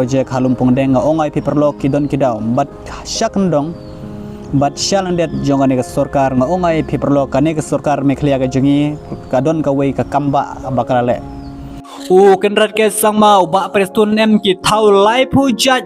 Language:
Khasi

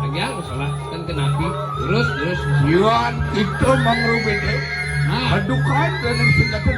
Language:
Balinese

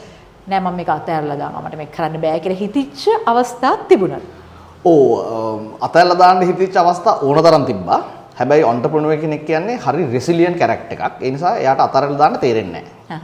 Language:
Sinhala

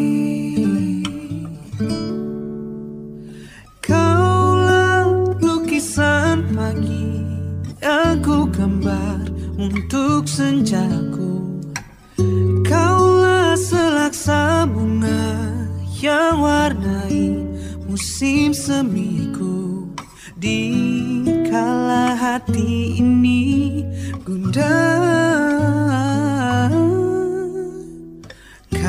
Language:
Indonesian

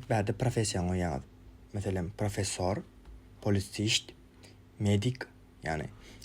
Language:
Turkmen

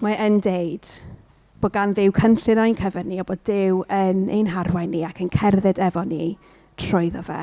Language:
Welsh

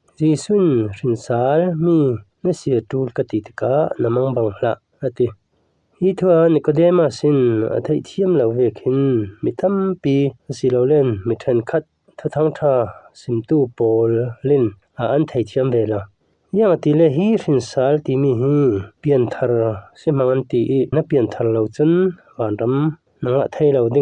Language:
Falam Chin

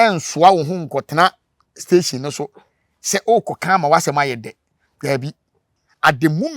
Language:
Akan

